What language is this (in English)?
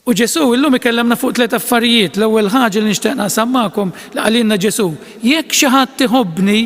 Maltese